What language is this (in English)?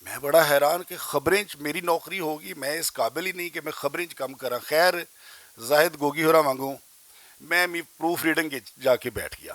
Western Panjabi